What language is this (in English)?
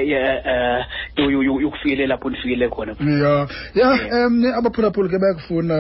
Xhosa